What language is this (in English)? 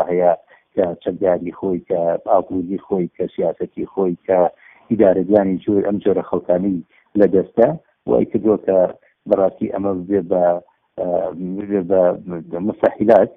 Central Kurdish